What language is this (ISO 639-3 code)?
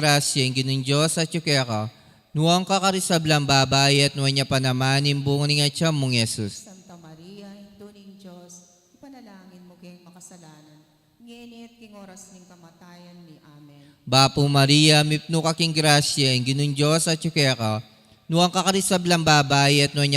pam